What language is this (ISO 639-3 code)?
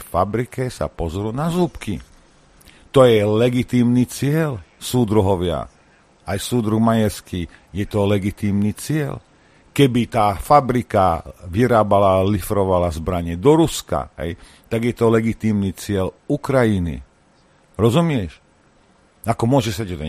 slk